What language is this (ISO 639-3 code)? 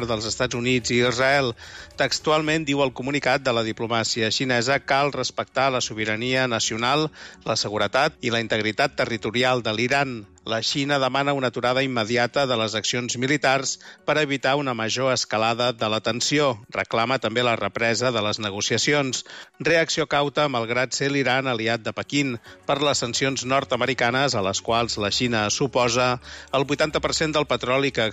cat